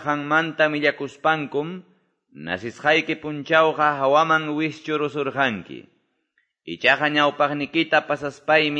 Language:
Quechua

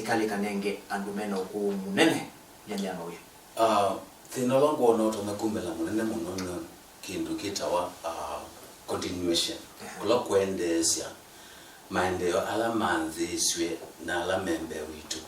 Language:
Kamba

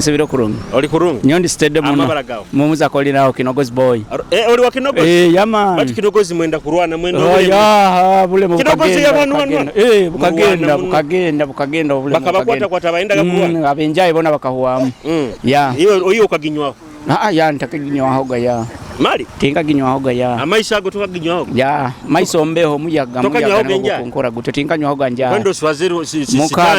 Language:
Nyoro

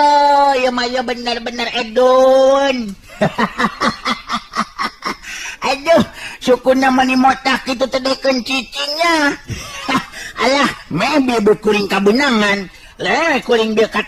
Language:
Sundanese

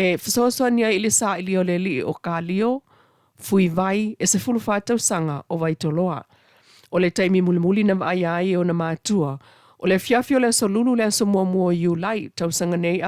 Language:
Samoan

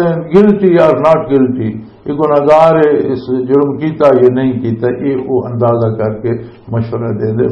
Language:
Western Panjabi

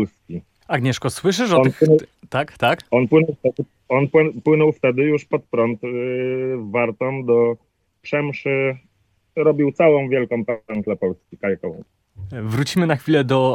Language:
Polish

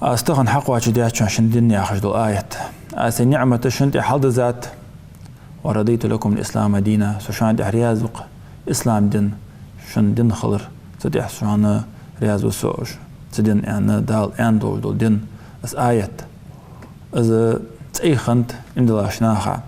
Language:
Ingush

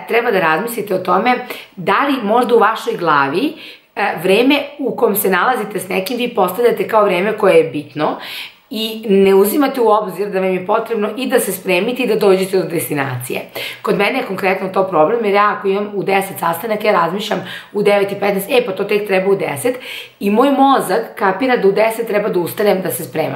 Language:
Serbian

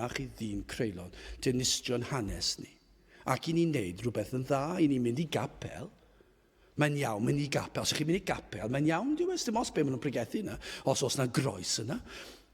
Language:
Welsh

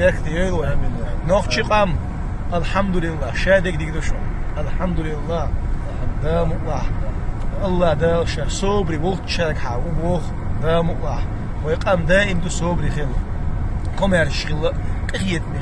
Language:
Chechen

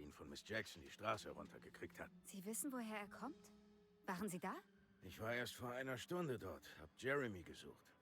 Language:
Bavarian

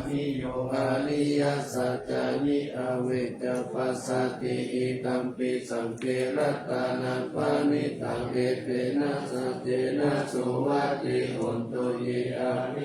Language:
Pali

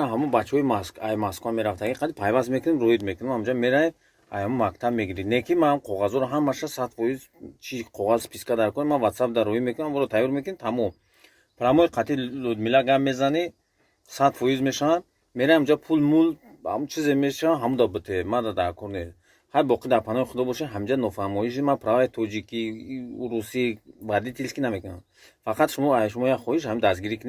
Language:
Tajik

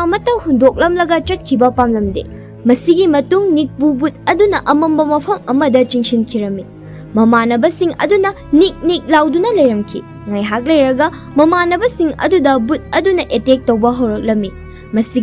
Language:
Manipuri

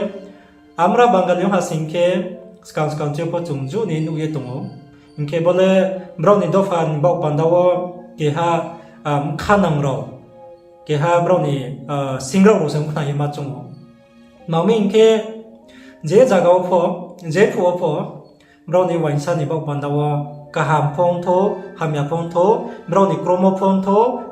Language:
Riang (India)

